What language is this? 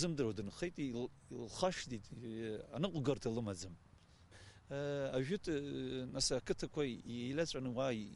Abkhazian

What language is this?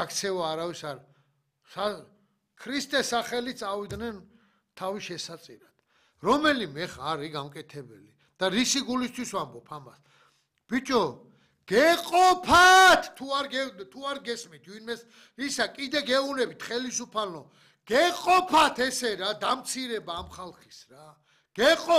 Georgian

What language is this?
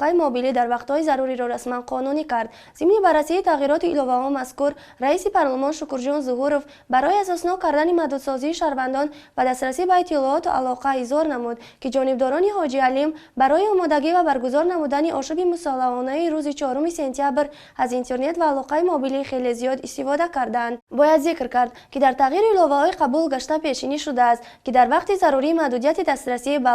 Tajik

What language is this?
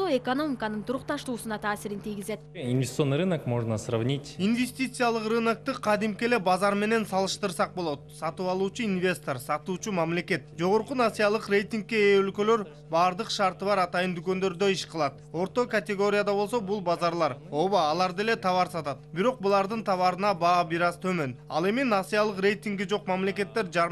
Kyrgyz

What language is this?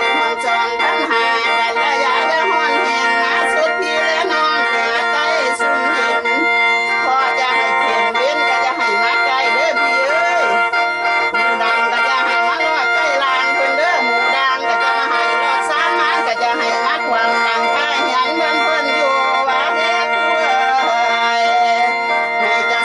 Lao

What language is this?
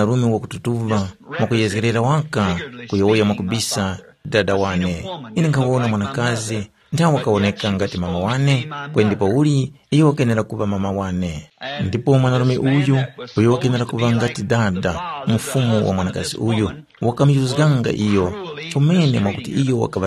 Tumbuka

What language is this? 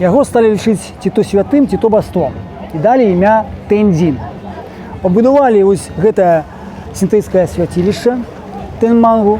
Belarusian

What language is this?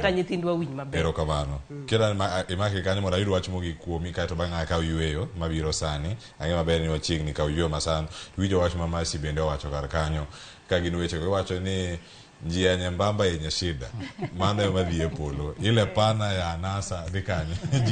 Luo (Kenya and Tanzania)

